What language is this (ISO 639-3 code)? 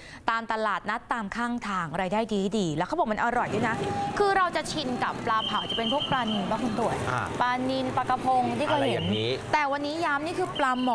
tha